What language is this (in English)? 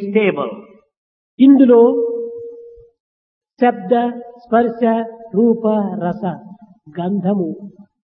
Telugu